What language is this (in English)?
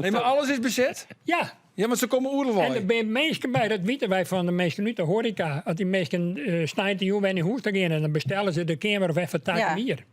Western Frisian